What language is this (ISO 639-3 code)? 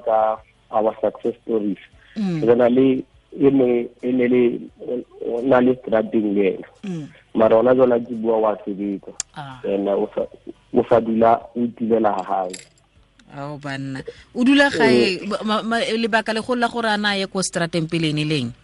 tsn